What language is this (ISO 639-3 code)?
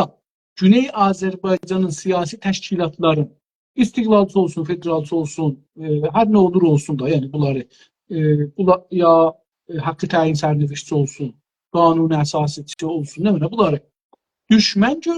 azb